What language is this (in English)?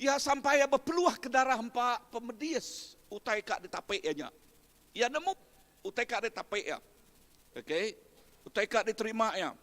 Iban